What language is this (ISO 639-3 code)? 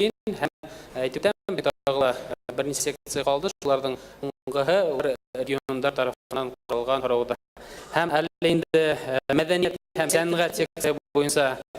bak